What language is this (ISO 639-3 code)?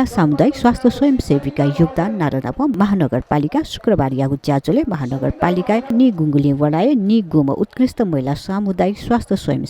new